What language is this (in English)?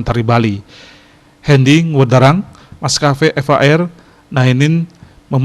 Balinese